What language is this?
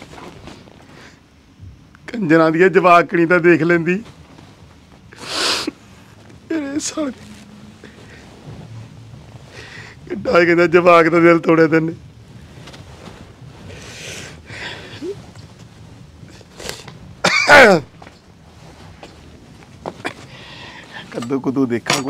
Punjabi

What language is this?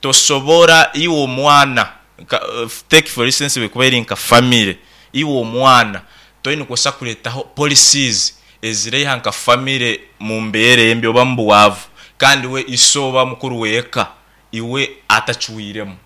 Nyoro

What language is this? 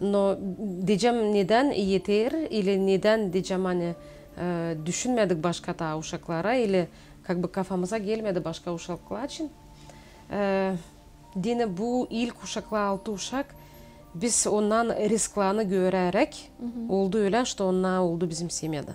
Gagauz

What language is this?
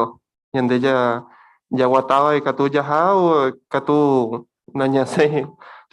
Guarani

